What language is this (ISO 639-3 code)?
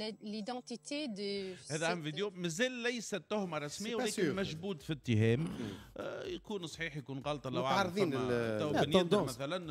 aeb